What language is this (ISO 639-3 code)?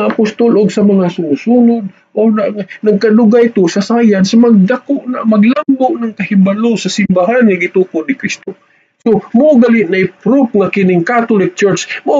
ceb